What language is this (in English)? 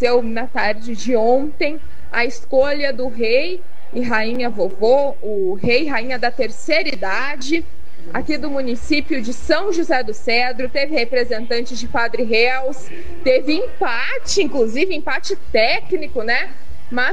Portuguese